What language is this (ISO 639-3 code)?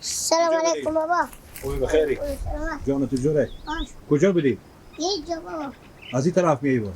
fas